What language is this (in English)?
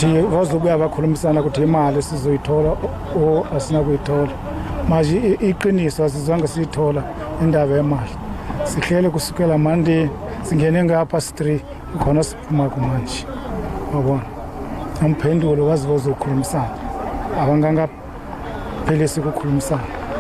Zulu